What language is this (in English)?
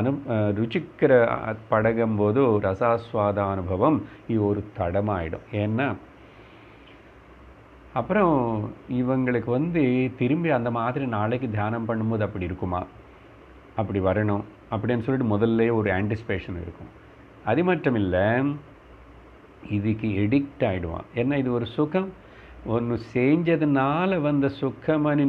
Tamil